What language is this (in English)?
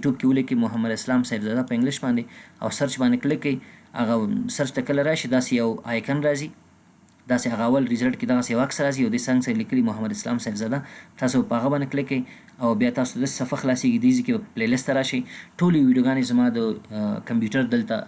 Pashto